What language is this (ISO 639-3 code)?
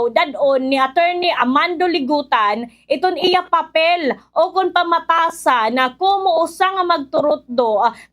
war